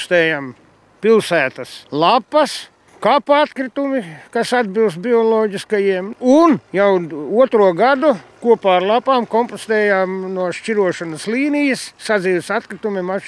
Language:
Latvian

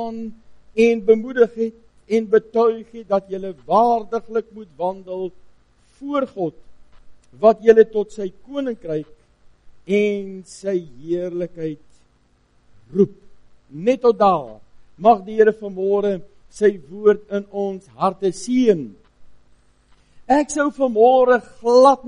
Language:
Afrikaans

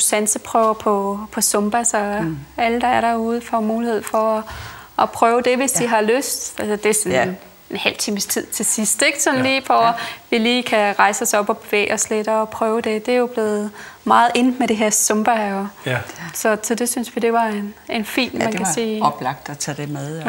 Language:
Danish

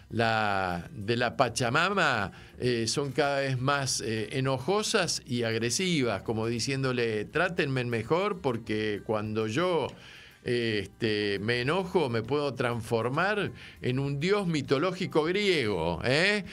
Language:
Spanish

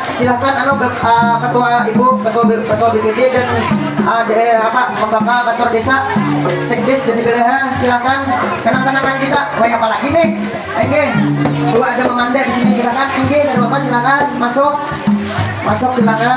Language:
Banjar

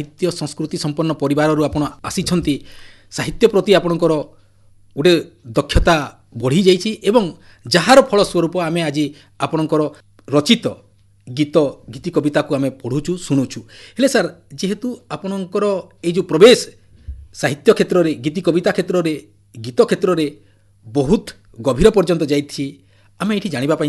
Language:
Odia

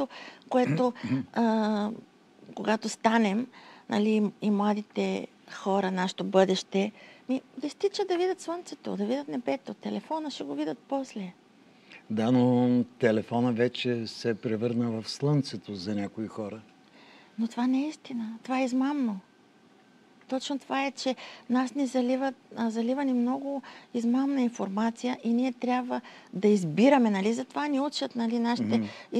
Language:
Bulgarian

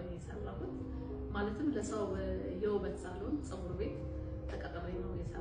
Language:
Amharic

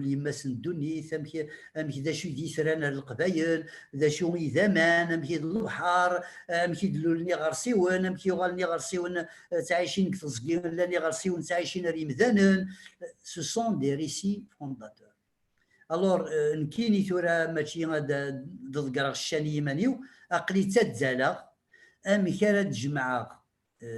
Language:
Kabyle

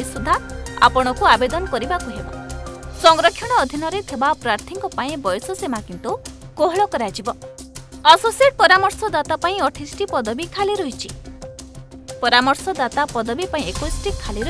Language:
Odia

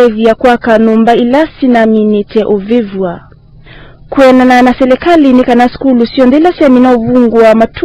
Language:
Kamba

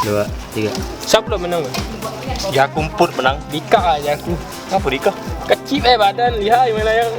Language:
Musi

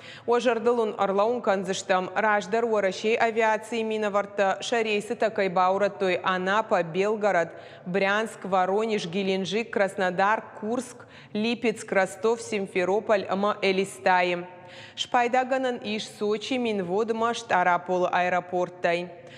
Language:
Ossetic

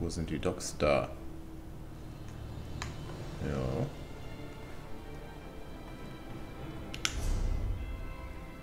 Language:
German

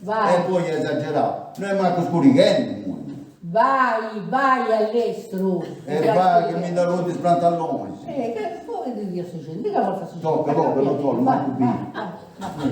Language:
Sardinian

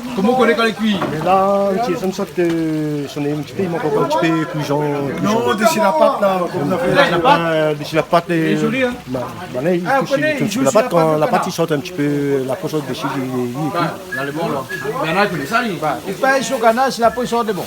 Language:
Réunion Creole French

